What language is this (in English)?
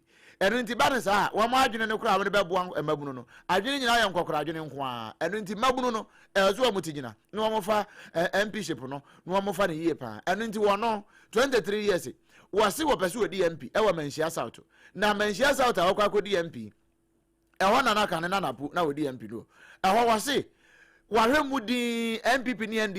Akan